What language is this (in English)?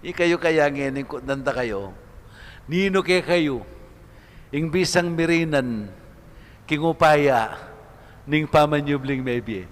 Pampanga